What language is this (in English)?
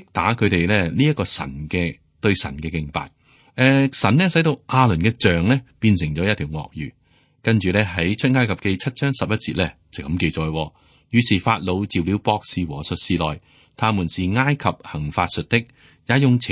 Cantonese